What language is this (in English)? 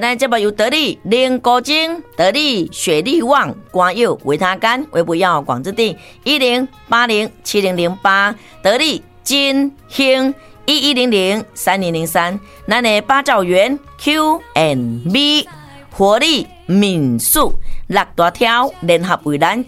Min Nan Chinese